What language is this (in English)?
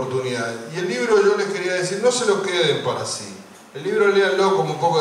Spanish